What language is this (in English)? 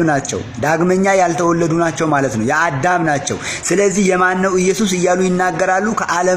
Amharic